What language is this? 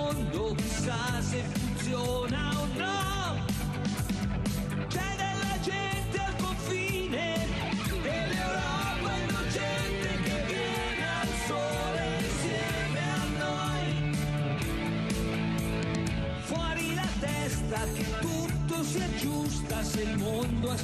Italian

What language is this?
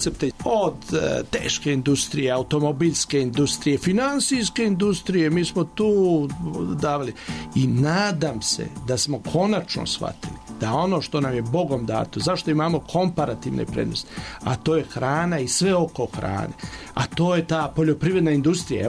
Serbian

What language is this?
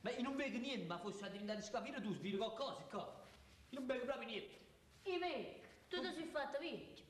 Neapolitan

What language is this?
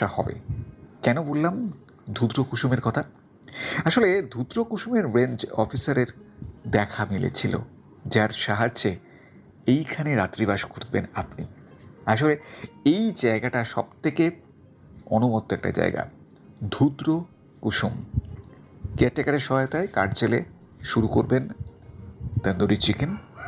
Bangla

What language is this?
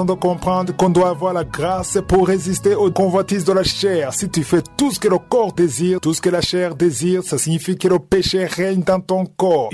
French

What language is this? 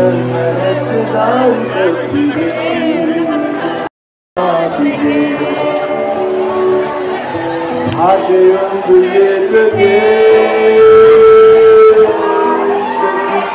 Kannada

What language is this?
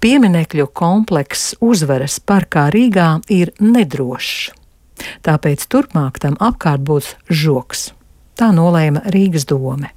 Latvian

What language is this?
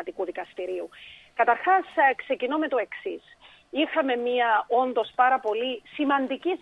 Greek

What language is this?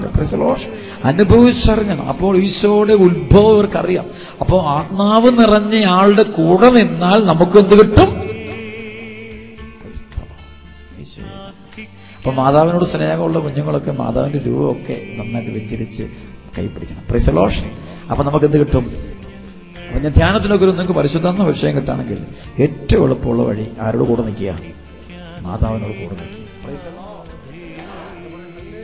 Malayalam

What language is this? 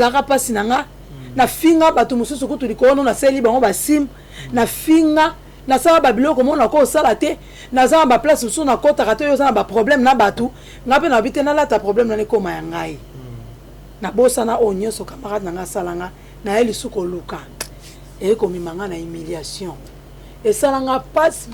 Lingala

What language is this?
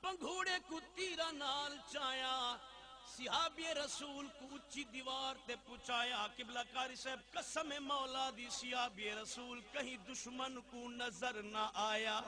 Saraiki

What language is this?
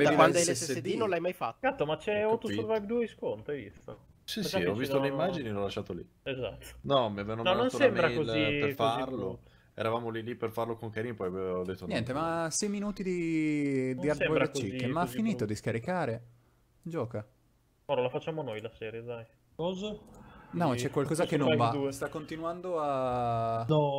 Italian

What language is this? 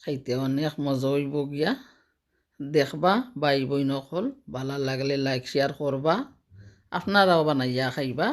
Sylheti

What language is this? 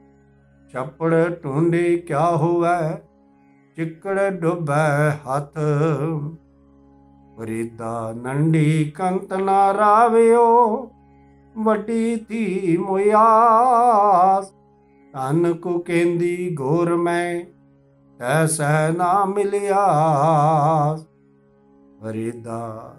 Punjabi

